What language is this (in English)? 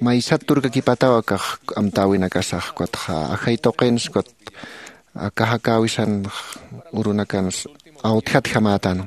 Aymara